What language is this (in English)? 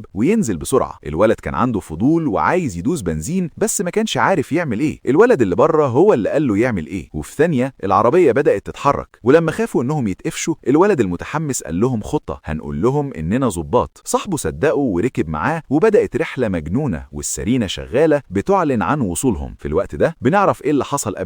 Egyptian Arabic